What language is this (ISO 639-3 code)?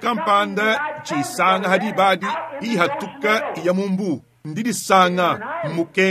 lua